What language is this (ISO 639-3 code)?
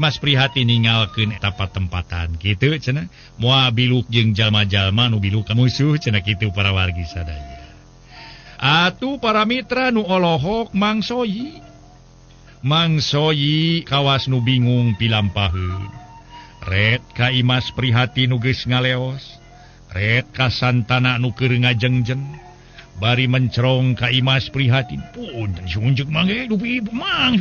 sun